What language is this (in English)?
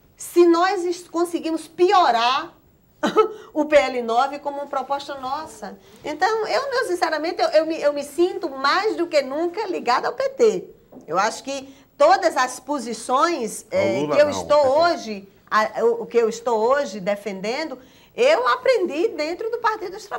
Portuguese